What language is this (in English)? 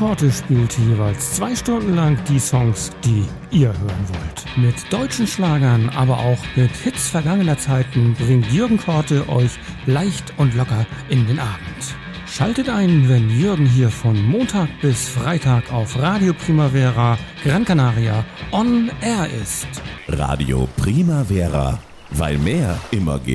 German